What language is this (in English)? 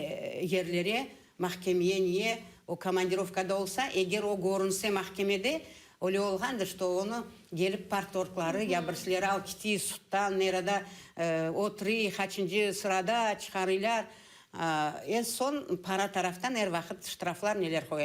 Crimean Tatar